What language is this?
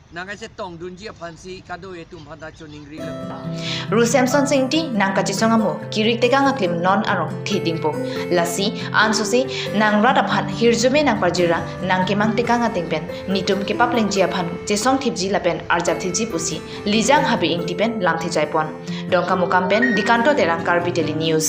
Karbi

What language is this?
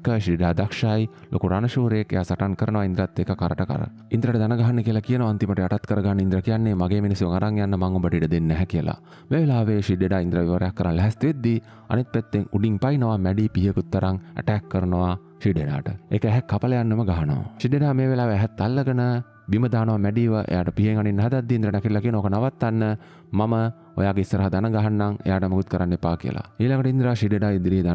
Sinhala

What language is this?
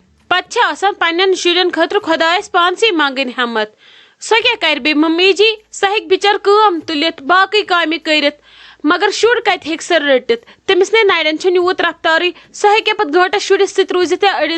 Kashmiri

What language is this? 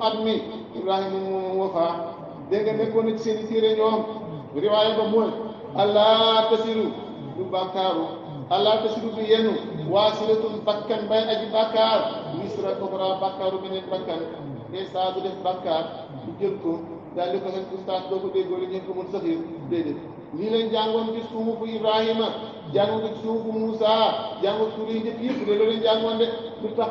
Wolof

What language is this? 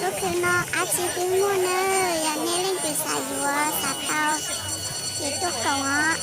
Hmong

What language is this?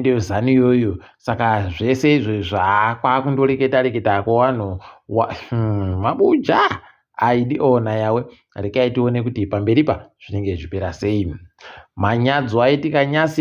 Ndau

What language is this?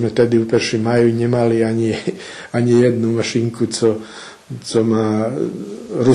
Rusyn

